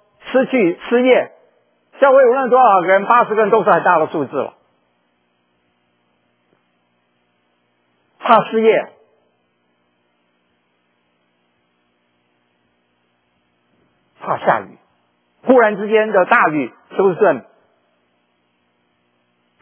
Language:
Chinese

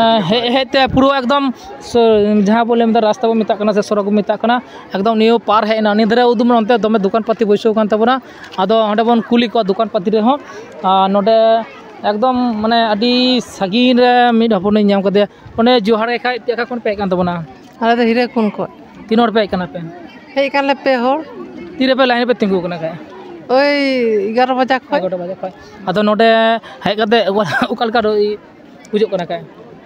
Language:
Santali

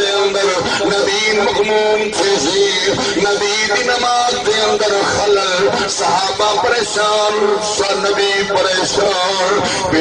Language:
Saraiki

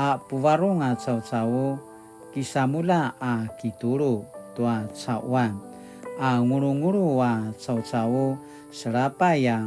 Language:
Paiwan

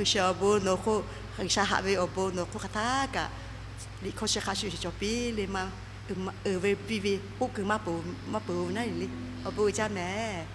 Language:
Lahu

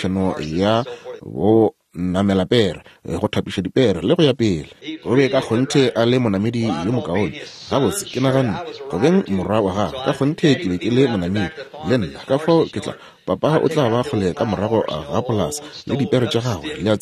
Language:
Northern Sotho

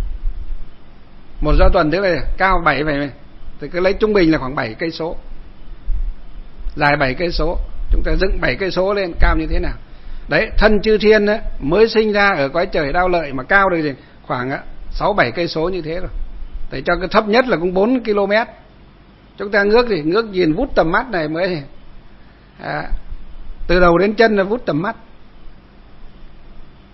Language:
Vietnamese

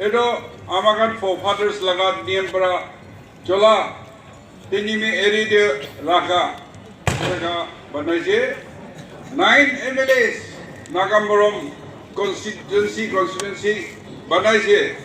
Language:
Naga Pidgin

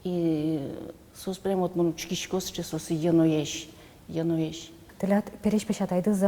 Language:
Udmurt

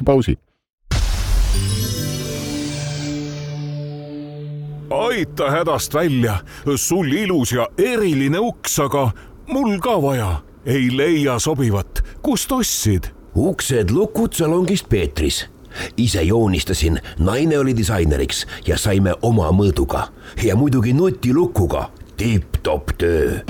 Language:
Estonian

